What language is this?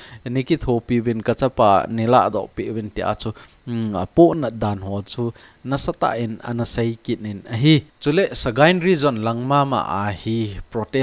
Thado Chin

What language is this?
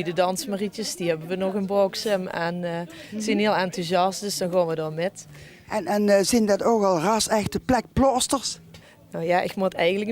Limburgish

